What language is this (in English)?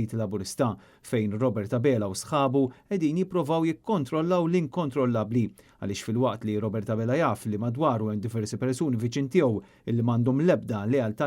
Maltese